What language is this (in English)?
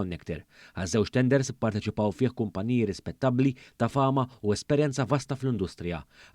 Maltese